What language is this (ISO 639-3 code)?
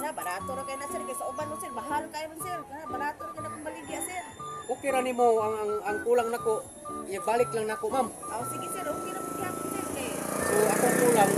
ceb